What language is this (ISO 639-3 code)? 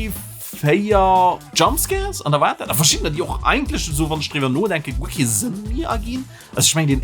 ltz